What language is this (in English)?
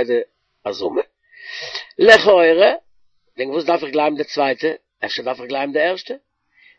Yiddish